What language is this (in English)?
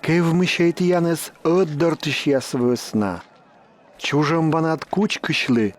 Komi